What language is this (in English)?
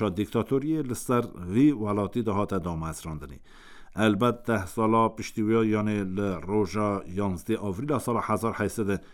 Kurdish